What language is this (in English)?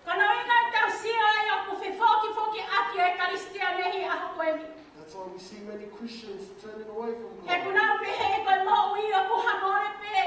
Tongan